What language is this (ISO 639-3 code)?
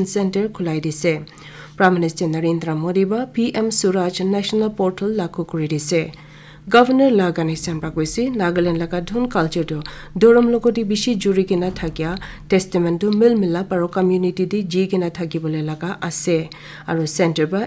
nag